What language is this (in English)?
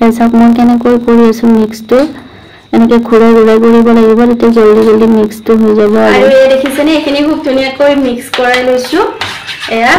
Assamese